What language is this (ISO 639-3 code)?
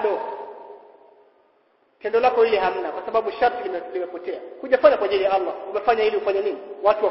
swa